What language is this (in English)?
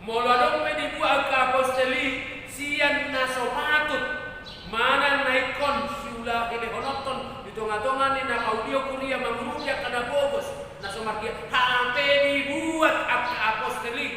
Batak Toba